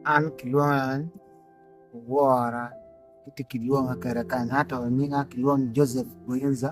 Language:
Acoli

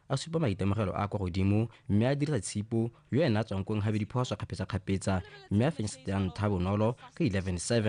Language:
Tswana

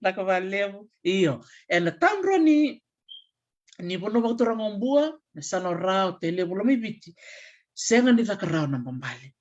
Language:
Fijian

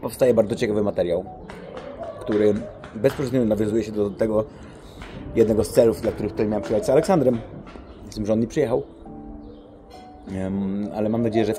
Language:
Polish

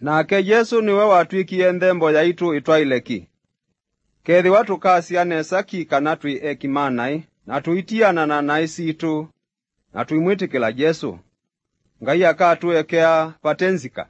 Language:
Kamba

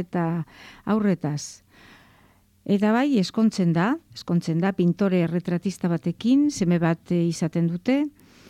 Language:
Basque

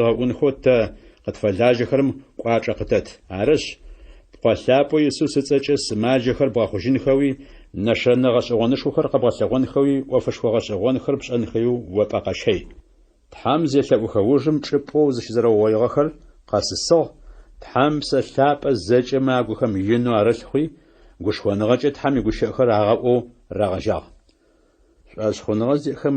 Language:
Adyghe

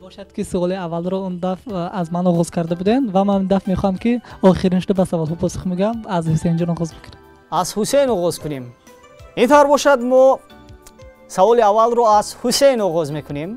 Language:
Tajik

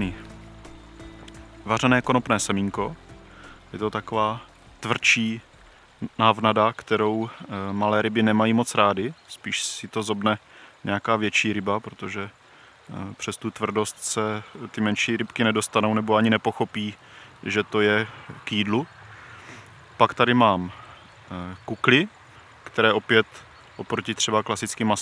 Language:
Czech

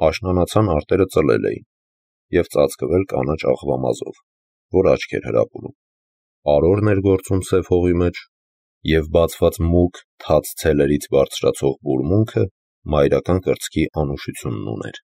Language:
Armenian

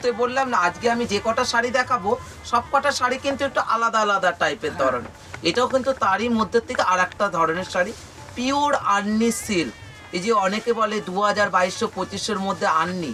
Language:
Bangla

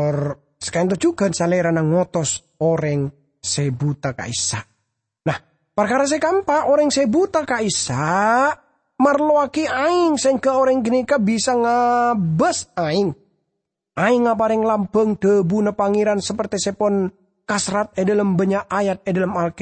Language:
Madurese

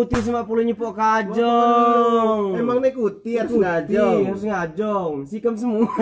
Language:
Lampung Api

